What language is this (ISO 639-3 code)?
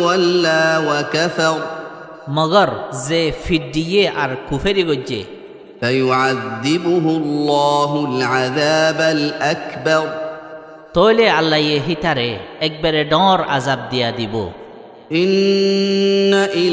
rhg